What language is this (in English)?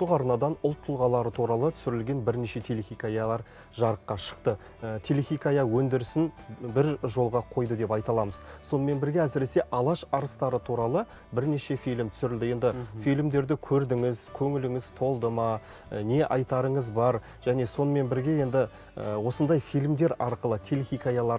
Kazakh